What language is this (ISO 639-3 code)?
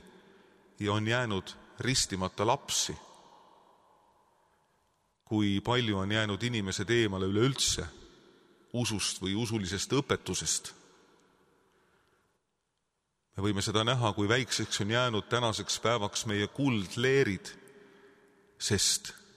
est